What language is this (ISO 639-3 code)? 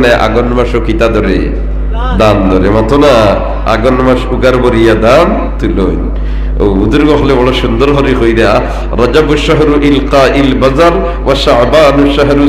syl